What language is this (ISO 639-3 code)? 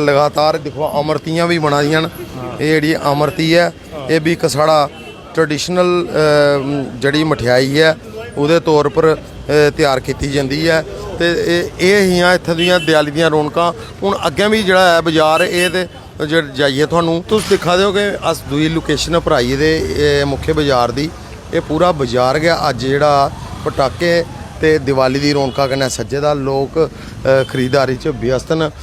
doi